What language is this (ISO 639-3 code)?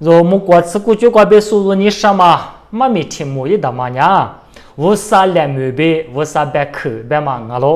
lis